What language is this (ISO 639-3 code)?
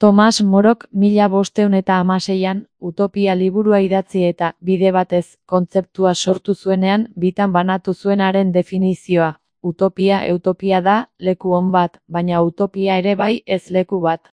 eus